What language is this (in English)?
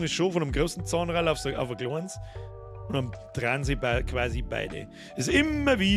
Bavarian